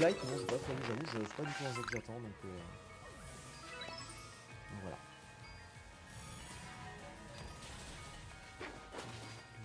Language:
French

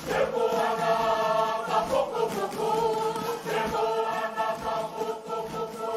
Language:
Māori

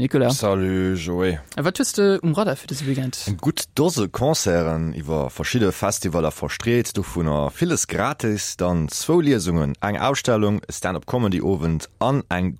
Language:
Luxembourgish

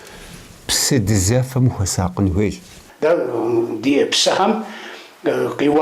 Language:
Kabardian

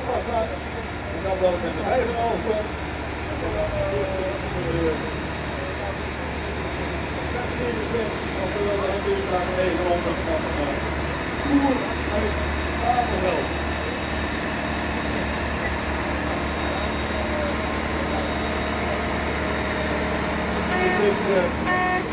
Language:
Dutch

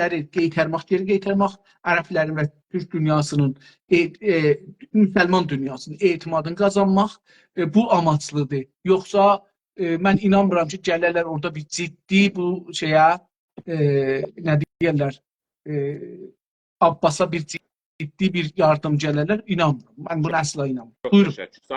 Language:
South Azerbaijani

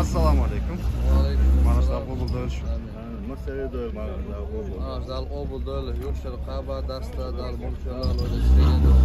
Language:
Chechen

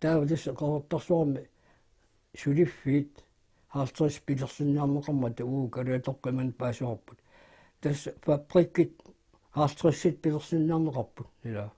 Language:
Kalaallisut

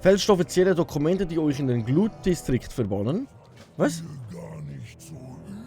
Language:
Swiss German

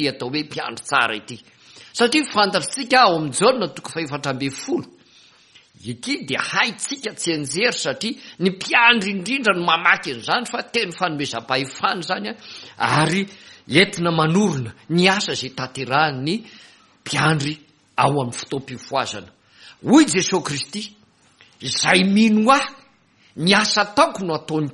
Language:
Malagasy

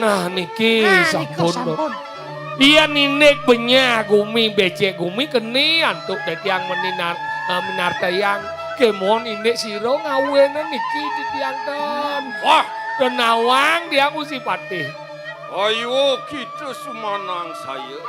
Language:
Balinese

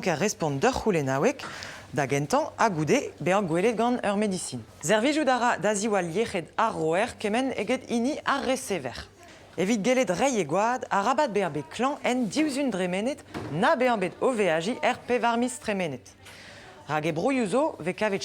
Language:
Breton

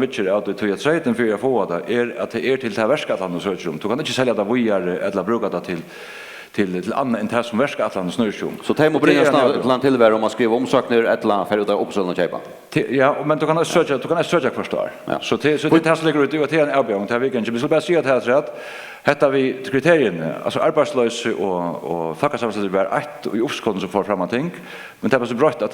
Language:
Faroese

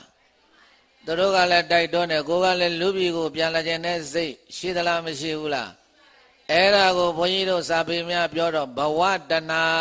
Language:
Burmese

